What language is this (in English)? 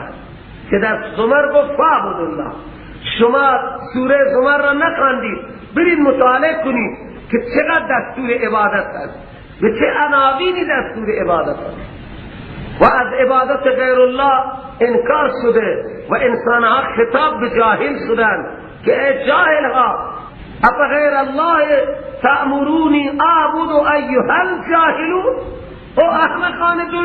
Persian